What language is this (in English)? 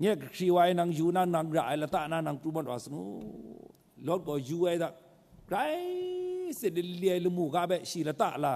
Kachin